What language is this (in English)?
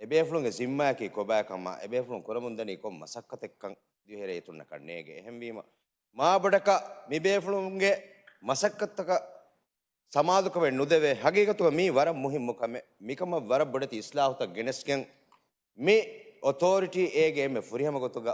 Divehi